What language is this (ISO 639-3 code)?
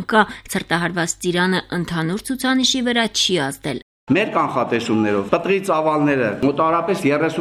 hye